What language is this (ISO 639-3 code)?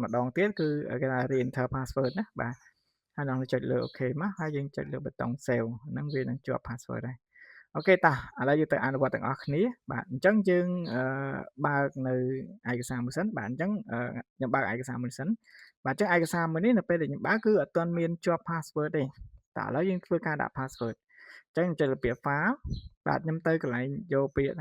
khm